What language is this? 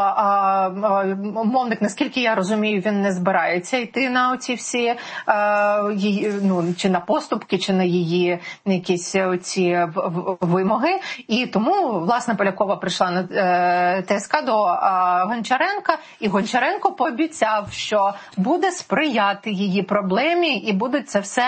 Ukrainian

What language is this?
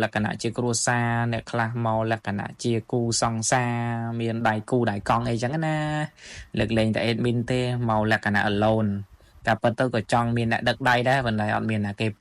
Khmer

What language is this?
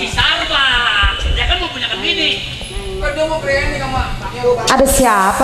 Betawi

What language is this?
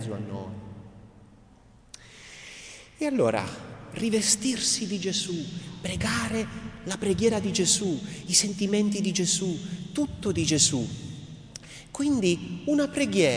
Italian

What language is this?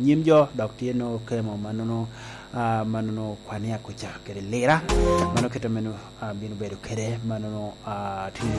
Lango (Uganda)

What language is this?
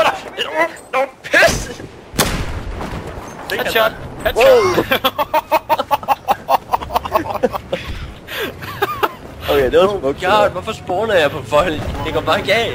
Danish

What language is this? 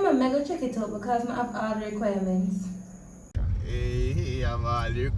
Jamaican Creole English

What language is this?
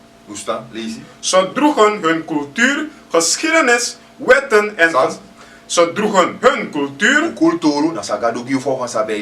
Sranan Tongo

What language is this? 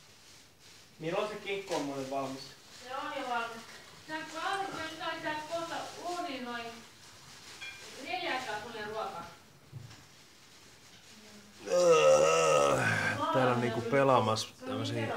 Finnish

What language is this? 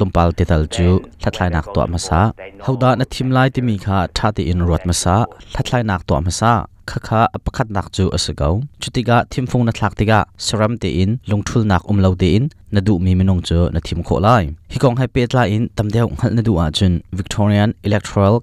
Hakha Chin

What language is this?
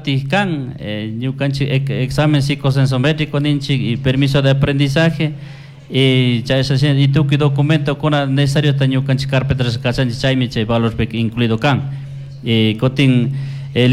Chimborazo Highland Quichua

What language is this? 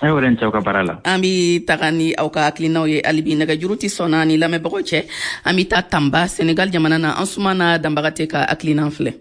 Bambara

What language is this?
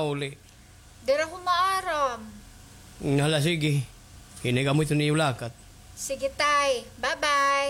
Waray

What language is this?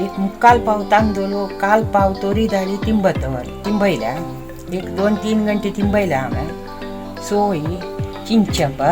Konkani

